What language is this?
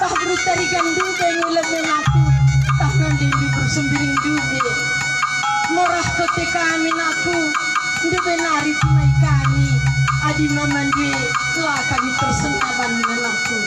Batak Karo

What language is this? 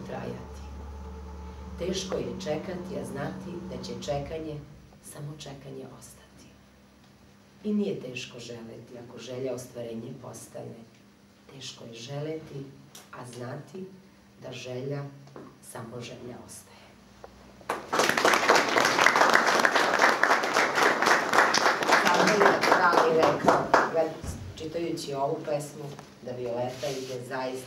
Serbian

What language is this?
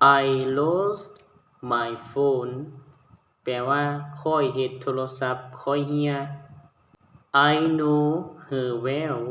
Lao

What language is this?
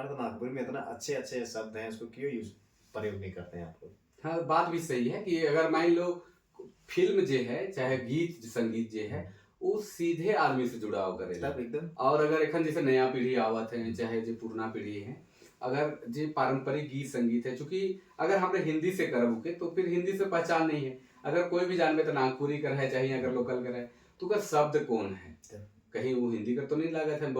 Sadri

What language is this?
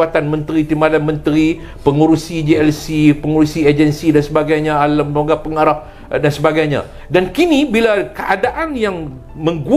Malay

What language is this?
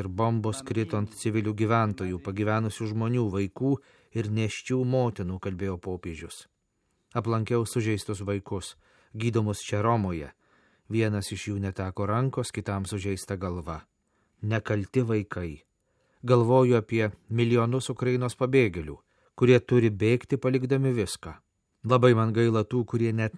Lithuanian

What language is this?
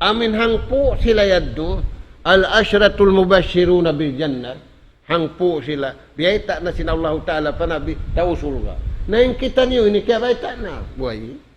Tausug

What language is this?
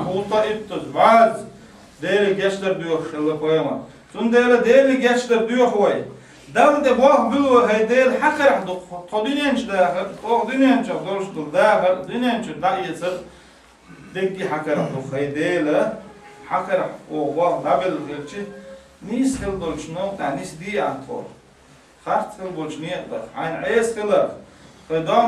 Chechen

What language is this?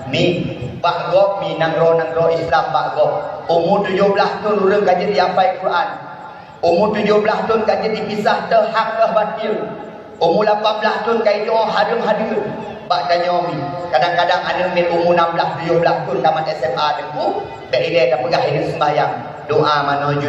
Achinese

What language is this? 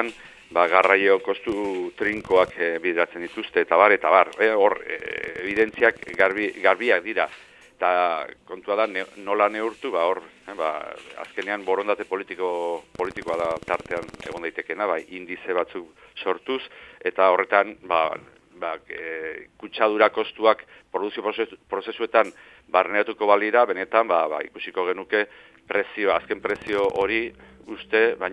Basque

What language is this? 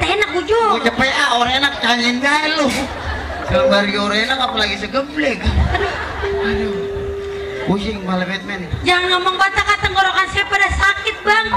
Betawi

